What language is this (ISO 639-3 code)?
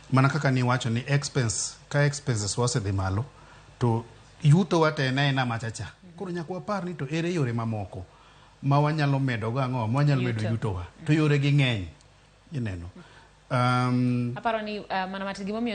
luo